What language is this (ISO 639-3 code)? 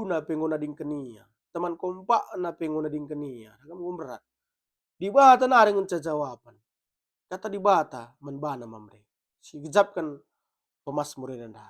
btx